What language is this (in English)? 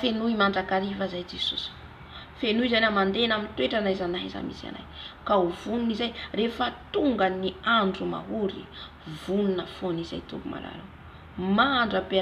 Malagasy